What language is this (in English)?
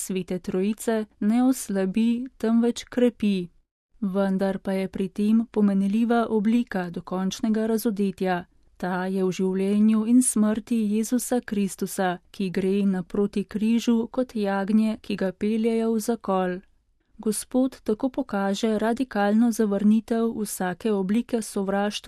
Slovenian